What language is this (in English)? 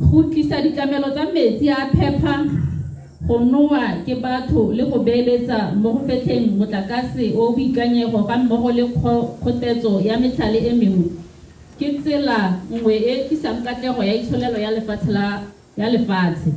Tswana